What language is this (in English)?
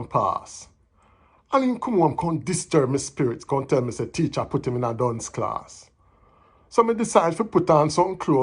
Jamaican Creole English